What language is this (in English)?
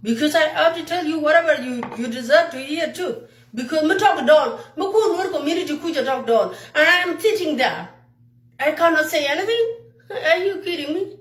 Nuer